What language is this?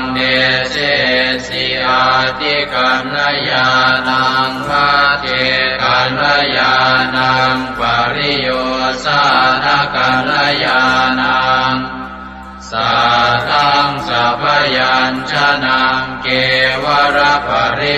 Pali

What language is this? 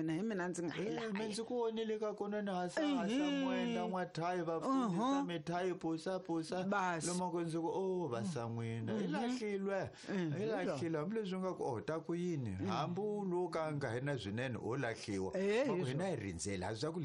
Tsonga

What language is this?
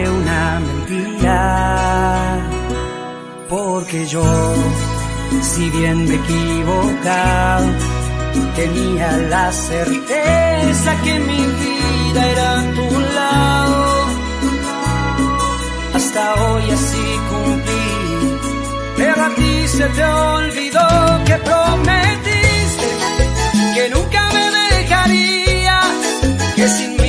Spanish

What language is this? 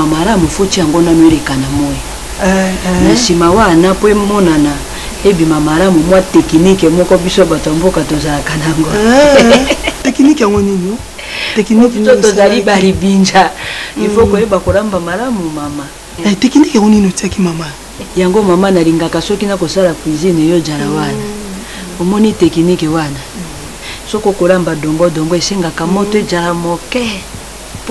Lingala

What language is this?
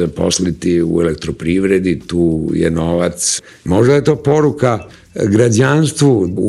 Serbian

